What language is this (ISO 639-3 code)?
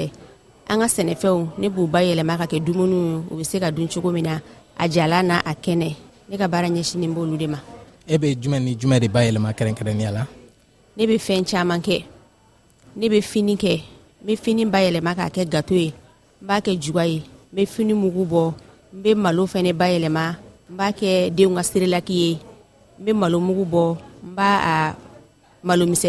bam